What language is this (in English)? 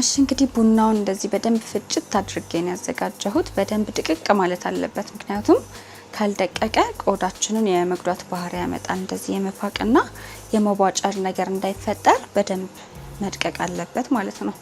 Amharic